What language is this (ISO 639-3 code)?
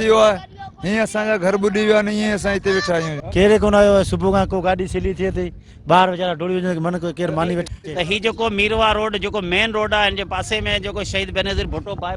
snd